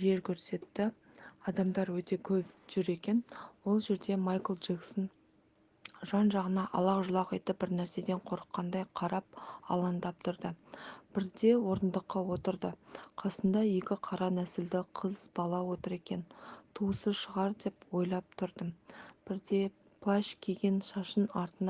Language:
Kazakh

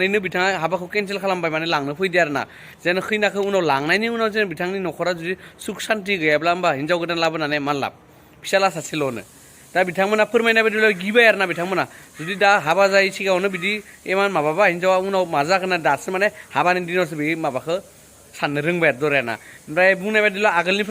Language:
Bodo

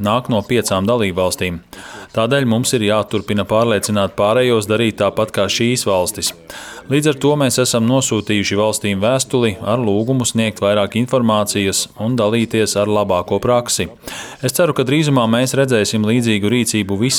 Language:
Latvian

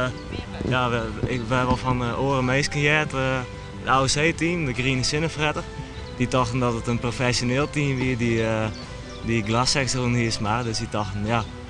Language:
Western Frisian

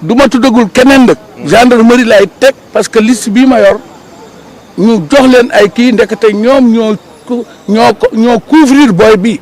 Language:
Wolof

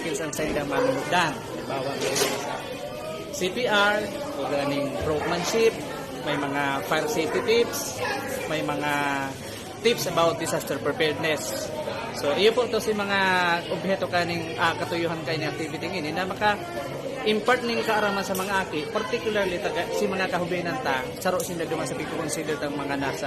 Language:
Bikol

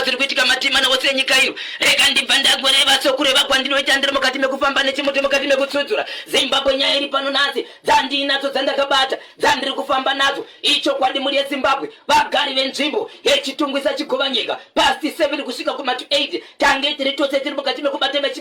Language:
Shona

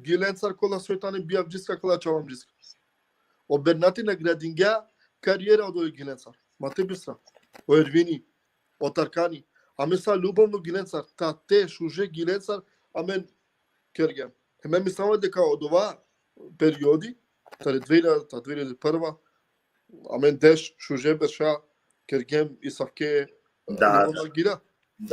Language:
Balkan Romani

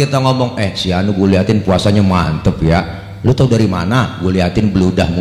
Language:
Betawi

